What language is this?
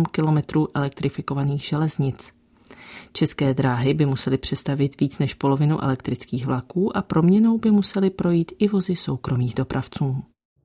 Czech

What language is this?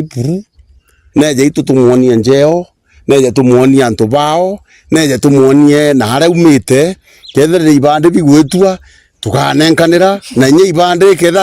Meru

